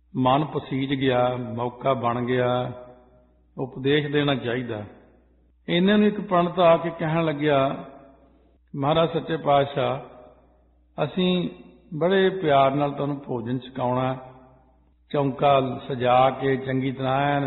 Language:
Punjabi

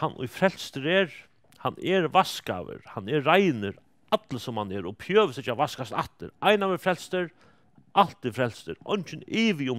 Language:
Faroese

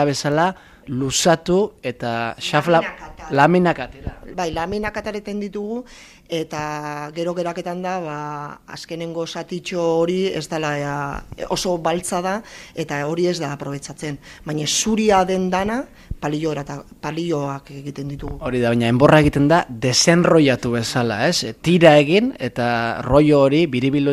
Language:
Basque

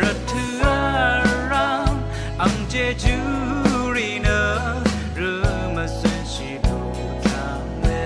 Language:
Rawang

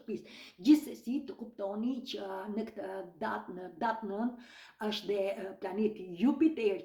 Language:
Albanian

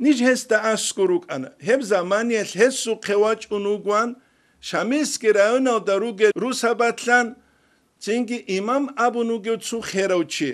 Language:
Avaric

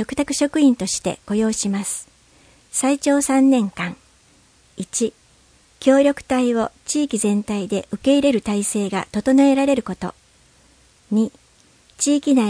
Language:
Japanese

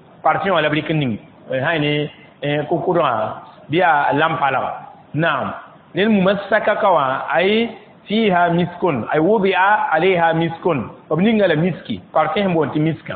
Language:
Mossi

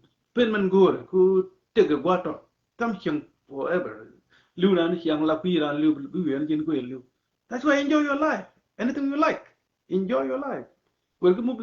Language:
Nuer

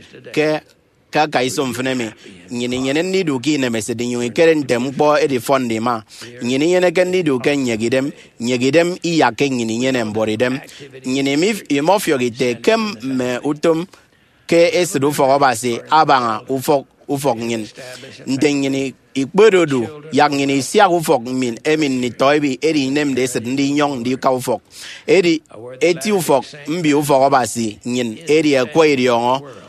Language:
Efik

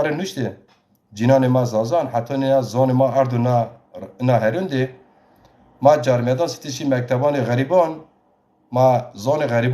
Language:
Zaza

